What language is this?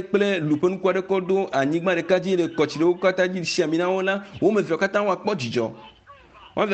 Ewe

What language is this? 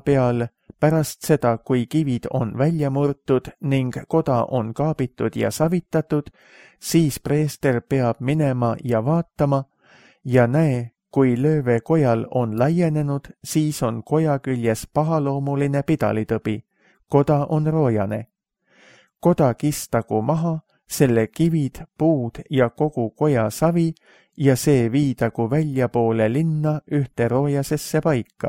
Estonian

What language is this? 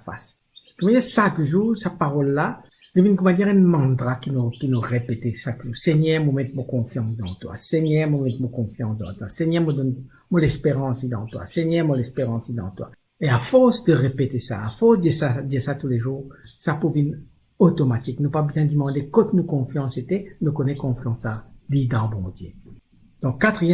Morisyen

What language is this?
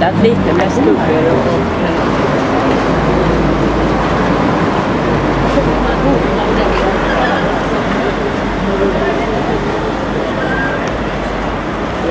Swedish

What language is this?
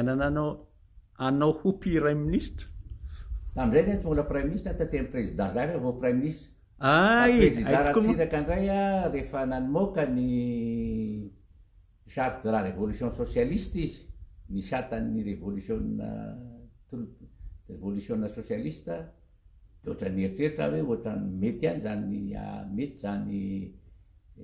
Malagasy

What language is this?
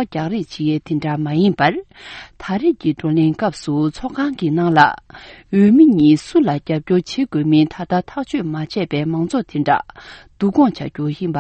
Tibetan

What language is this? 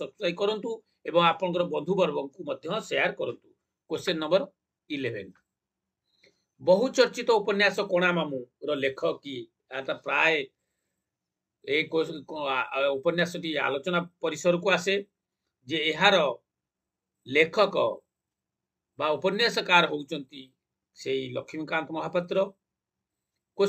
Odia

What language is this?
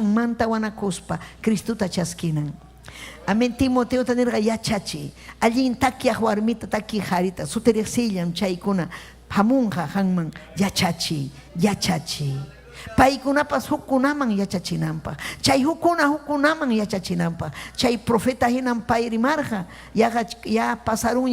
Ayacucho Quechua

